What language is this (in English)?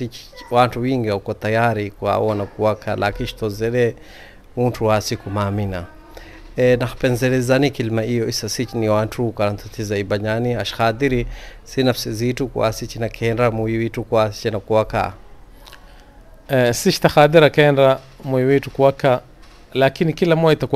Swahili